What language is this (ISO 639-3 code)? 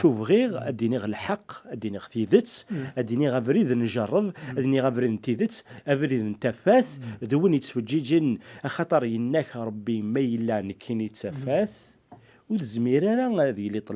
kab